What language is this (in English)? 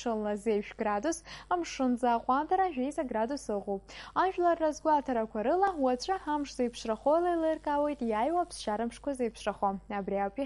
Abkhazian